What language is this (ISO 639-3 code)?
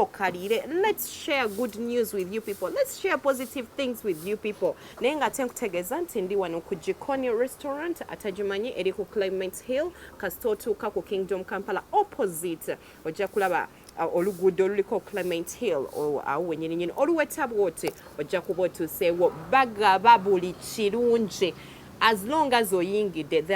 lug